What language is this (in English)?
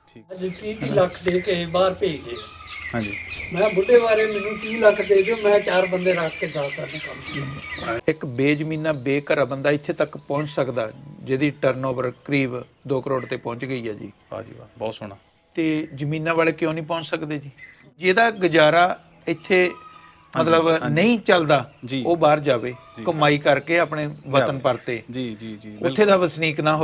Punjabi